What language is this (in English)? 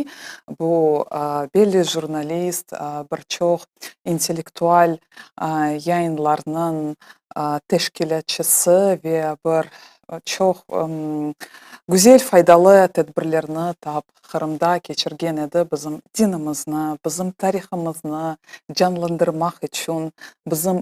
Crimean Tatar